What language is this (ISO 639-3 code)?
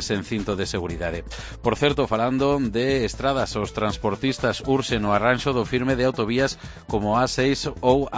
glg